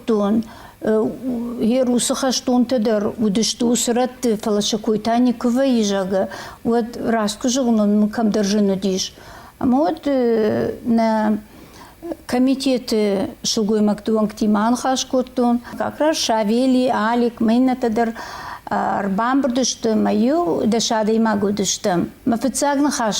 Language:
Ossetic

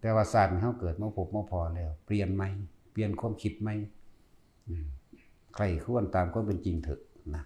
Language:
Lao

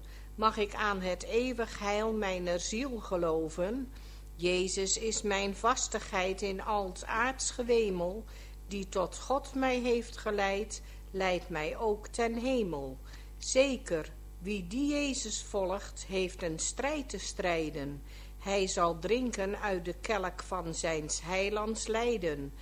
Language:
Dutch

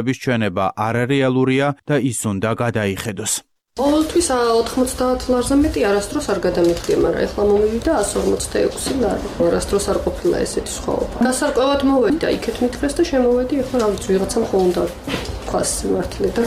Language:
Georgian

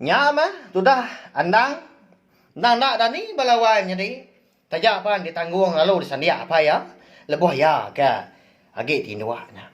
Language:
Iban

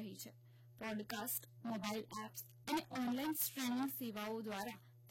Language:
Gujarati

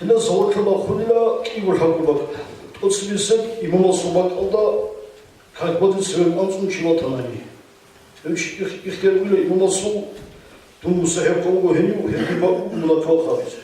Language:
Avaric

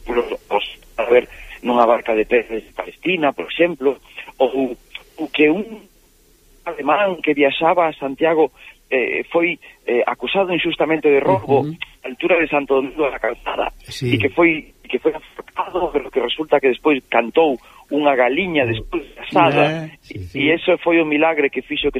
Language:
Galician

